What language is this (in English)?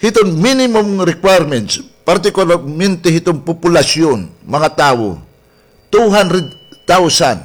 Waray